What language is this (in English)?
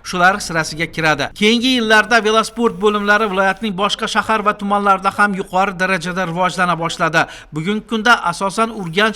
Uzbek